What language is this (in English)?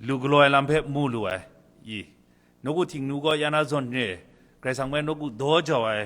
Kachin